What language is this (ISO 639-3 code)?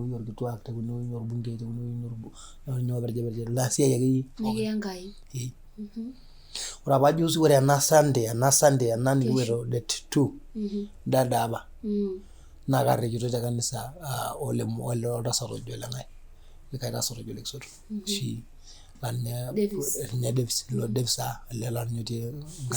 mas